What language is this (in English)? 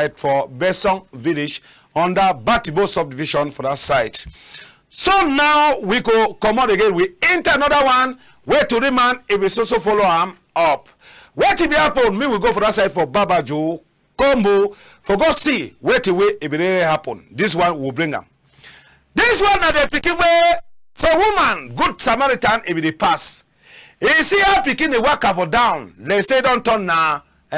Cameroon Pidgin